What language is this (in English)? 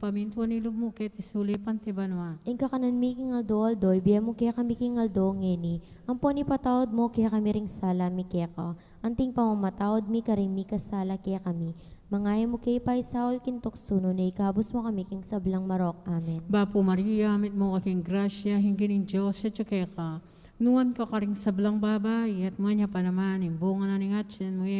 Pampanga